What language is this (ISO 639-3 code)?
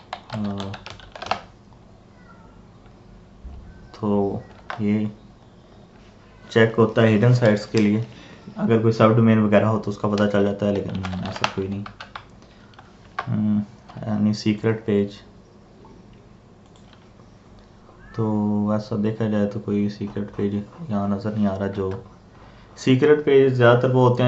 hin